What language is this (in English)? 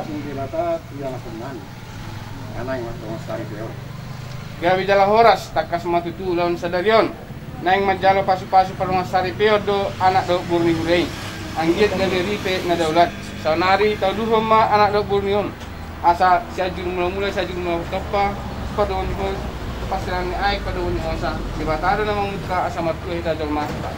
Batak Toba